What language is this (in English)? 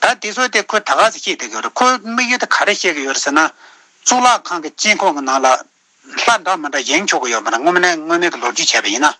Tibetan